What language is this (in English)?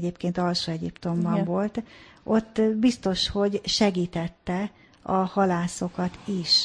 Hungarian